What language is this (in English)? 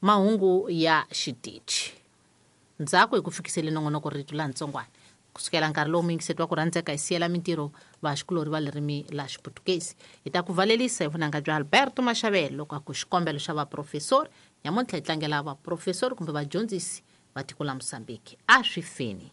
Tsonga